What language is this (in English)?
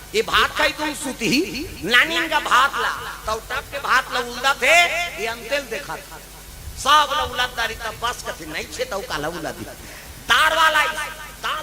Chhattisgarhi